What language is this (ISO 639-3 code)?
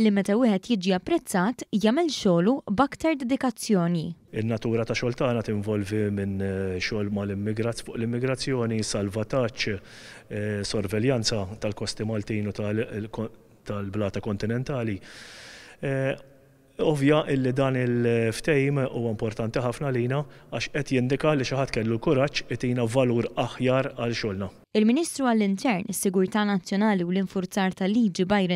mlt